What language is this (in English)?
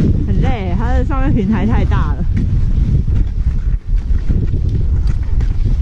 Chinese